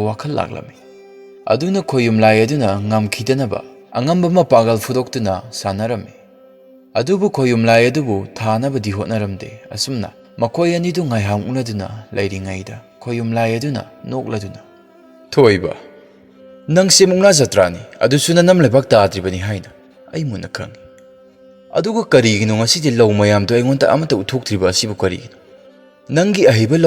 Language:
Manipuri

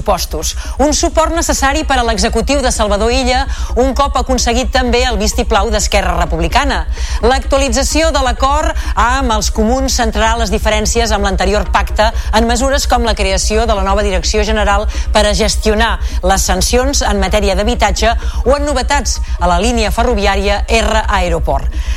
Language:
Catalan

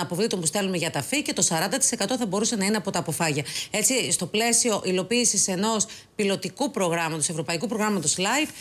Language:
Greek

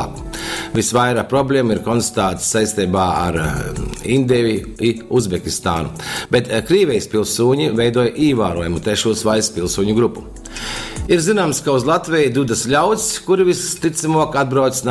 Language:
Latgalian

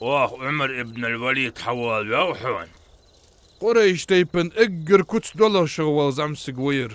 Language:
Ingush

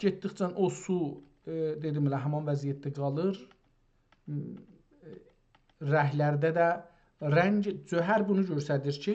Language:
South Azerbaijani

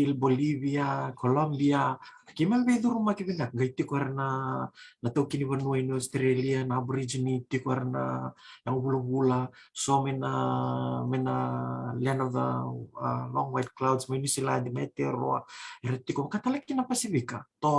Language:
Fijian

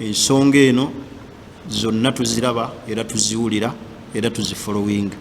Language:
Ganda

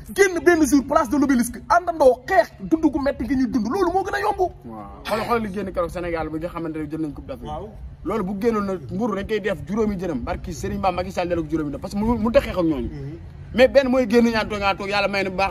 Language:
Wolof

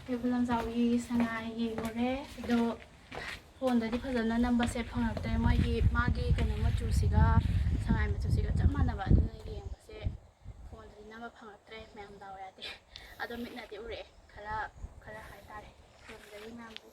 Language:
Manipuri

